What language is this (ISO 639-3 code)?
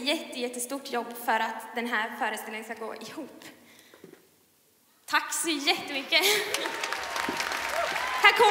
swe